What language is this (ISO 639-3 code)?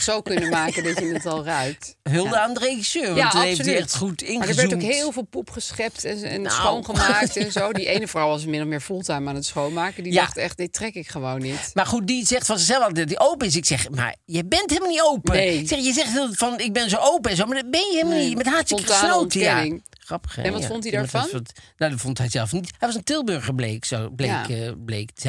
nld